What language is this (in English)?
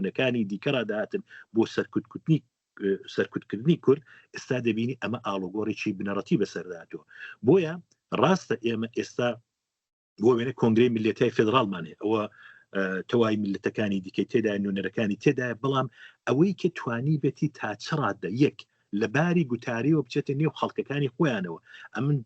Central Kurdish